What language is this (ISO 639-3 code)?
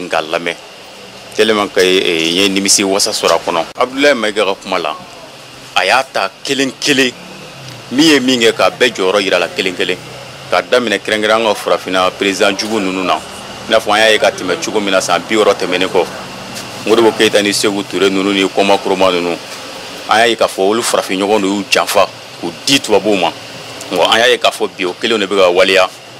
bam